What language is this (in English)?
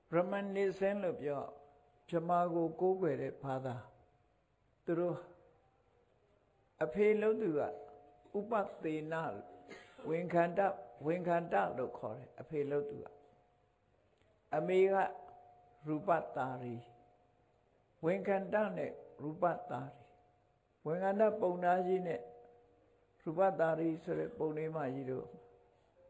Burmese